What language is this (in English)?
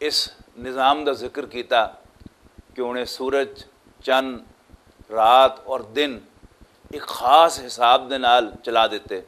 Western Panjabi